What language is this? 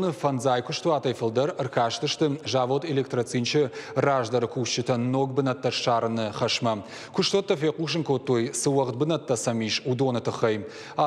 Ossetic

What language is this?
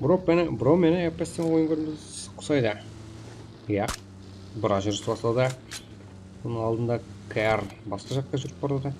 Kara-Kalpak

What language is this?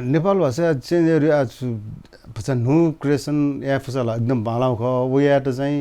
Newari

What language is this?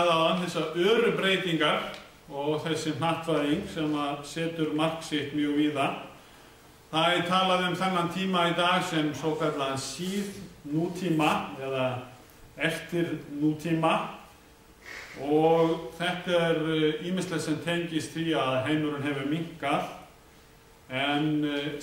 Icelandic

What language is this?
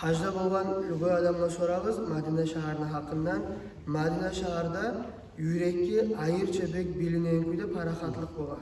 Kumyk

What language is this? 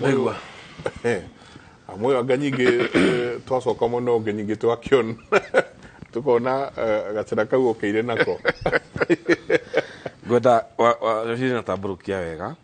Kikuyu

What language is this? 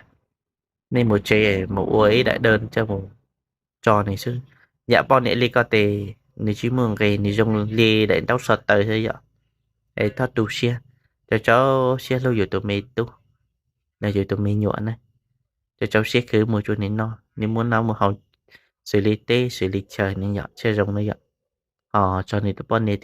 Hmong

